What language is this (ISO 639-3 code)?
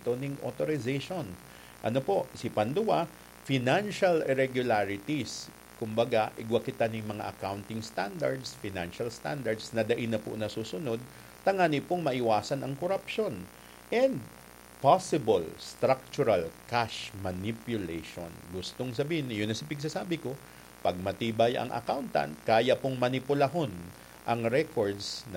bik